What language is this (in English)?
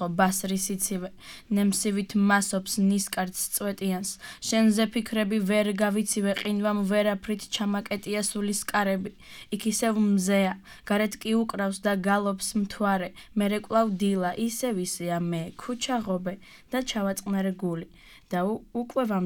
Georgian